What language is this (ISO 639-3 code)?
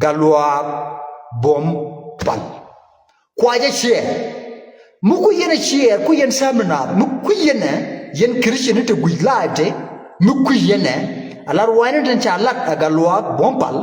nus